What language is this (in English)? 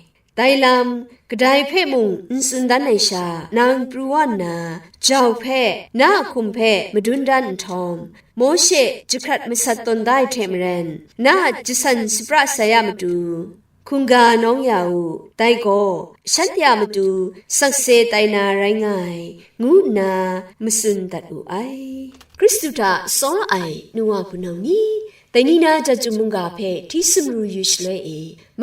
Kachin